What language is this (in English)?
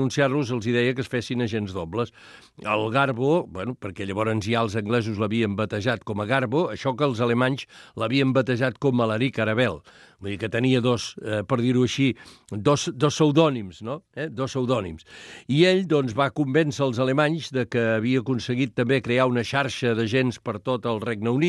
Catalan